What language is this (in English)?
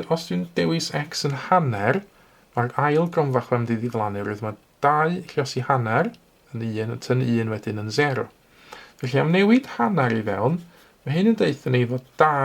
Welsh